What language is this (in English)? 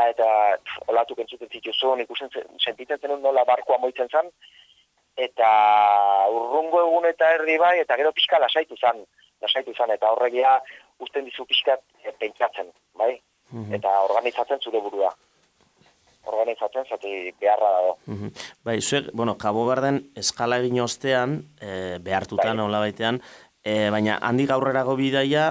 Basque